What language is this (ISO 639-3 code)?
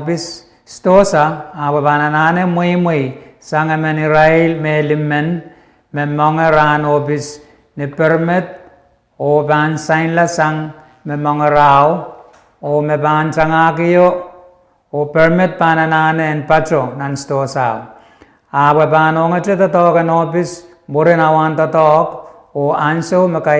pon